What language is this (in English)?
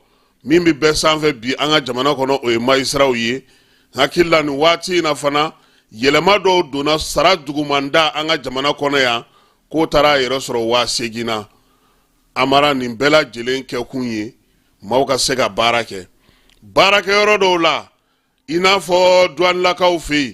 Bambara